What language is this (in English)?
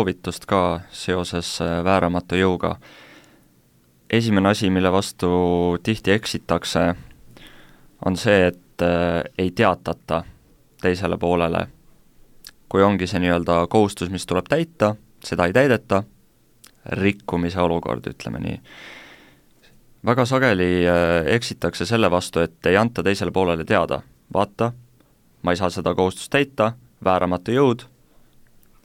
Estonian